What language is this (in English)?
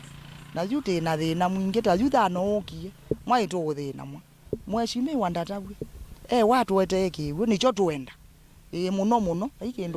Kamba